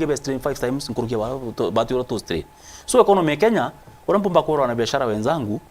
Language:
Meru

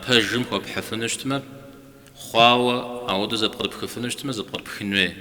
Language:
Kabardian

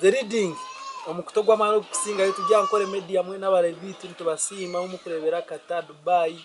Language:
Nyankole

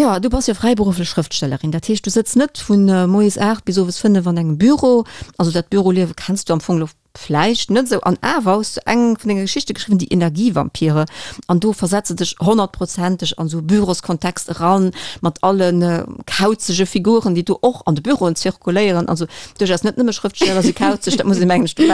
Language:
Luxembourgish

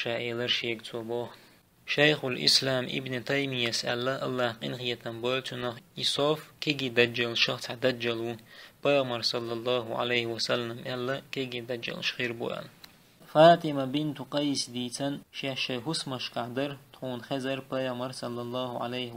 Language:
Chechen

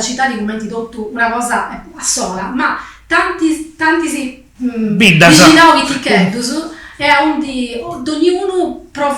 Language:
Sardinian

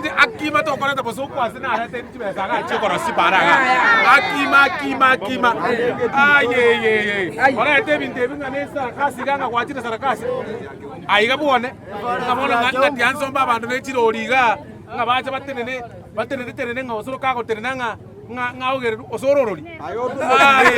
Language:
Gusii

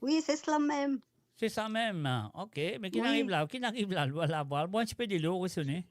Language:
Morisyen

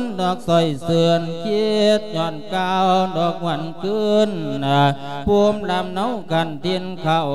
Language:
Lao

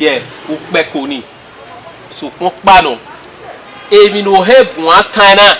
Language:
Bini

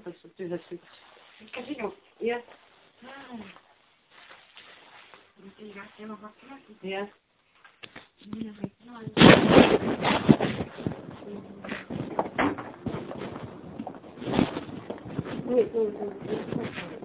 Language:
Estonian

